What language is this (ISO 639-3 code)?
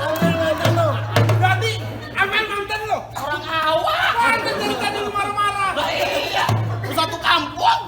bew